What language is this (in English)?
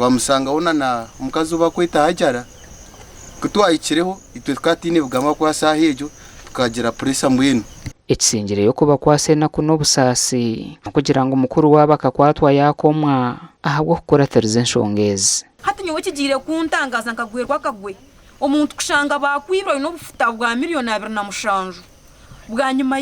Nyankole